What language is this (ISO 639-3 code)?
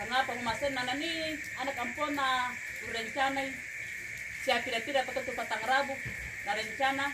sda